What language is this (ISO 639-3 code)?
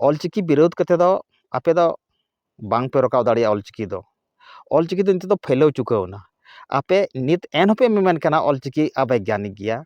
sat